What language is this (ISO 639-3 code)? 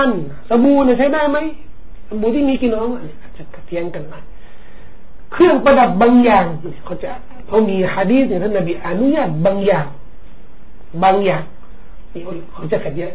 tha